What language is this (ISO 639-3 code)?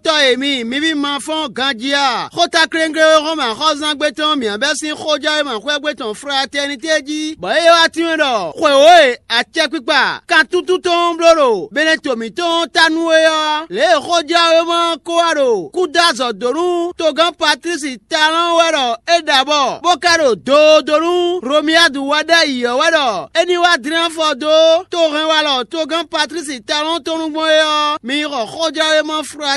fon